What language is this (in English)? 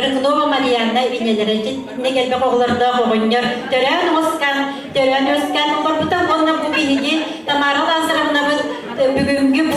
Yakut